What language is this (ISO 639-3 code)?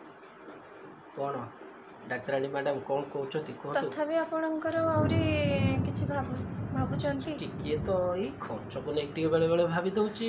ori